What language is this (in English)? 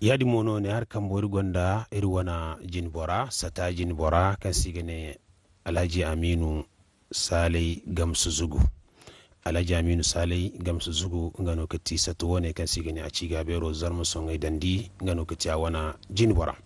Zarma